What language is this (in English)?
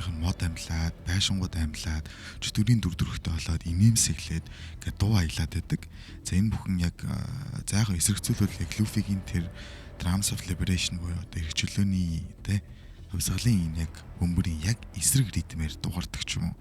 Mongolian